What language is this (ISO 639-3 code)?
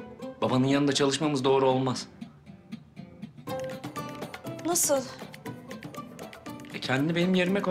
tur